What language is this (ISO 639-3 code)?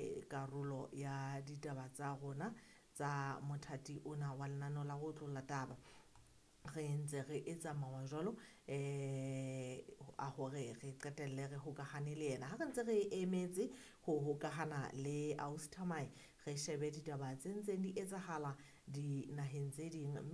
sot